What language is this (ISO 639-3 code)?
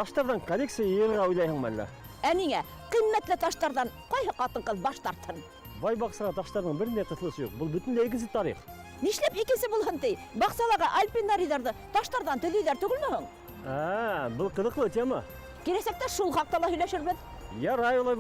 bak